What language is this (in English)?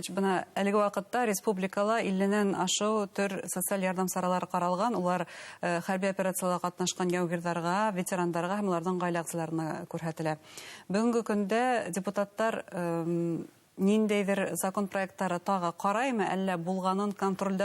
Bashkir